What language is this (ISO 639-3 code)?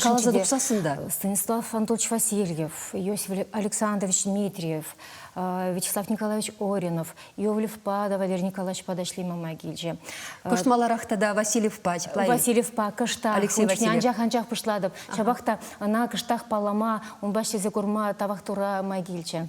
chv